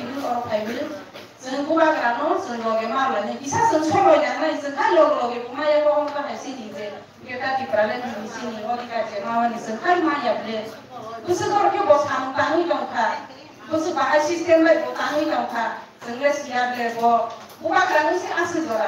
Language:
Kok Borok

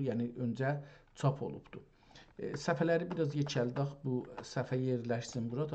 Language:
South Azerbaijani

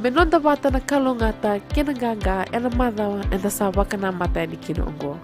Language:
Fijian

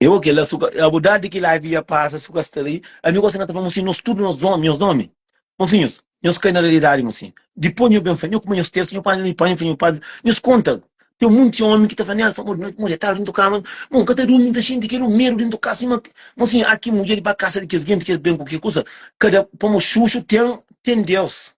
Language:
Kabuverdianu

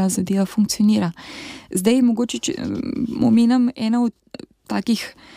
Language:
Slovenian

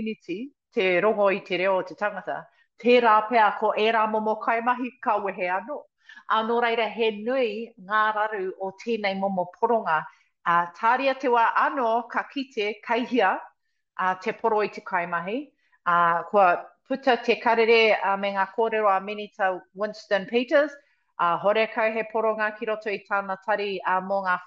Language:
Māori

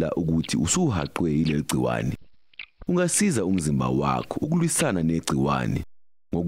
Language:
Zulu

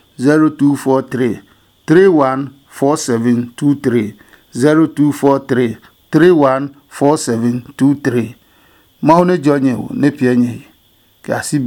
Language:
Adangme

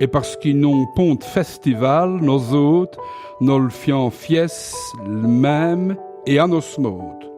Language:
Walloon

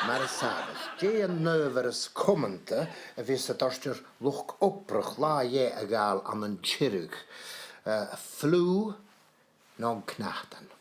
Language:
Scottish Gaelic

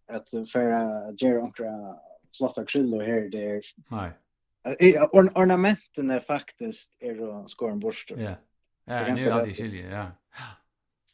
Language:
Faroese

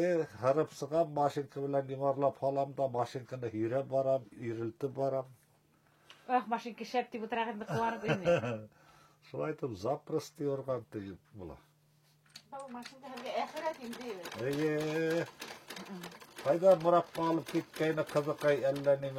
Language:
Bashkir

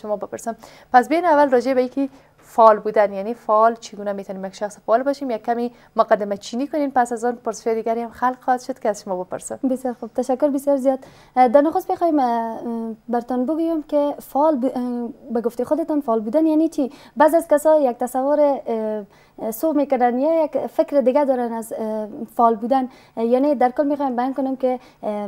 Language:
Persian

